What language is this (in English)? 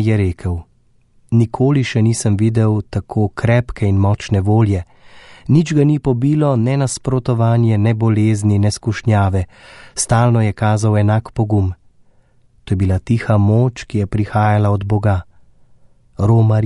Slovenian